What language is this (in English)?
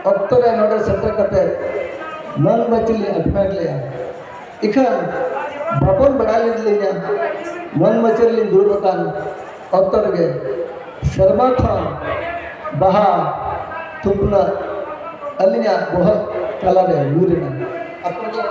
Santali